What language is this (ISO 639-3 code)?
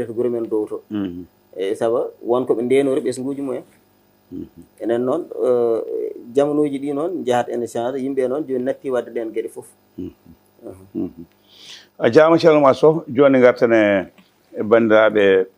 ful